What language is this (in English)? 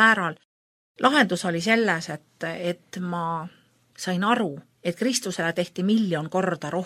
Estonian